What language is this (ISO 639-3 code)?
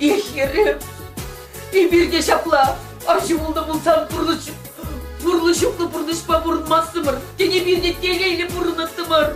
chv